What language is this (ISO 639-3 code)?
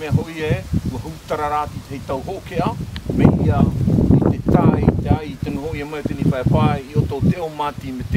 mqm